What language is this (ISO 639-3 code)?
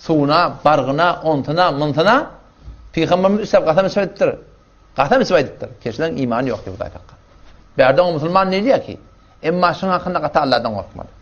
tuk